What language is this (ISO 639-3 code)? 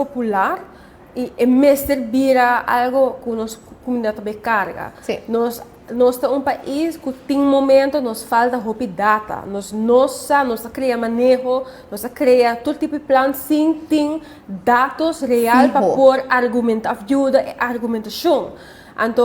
pap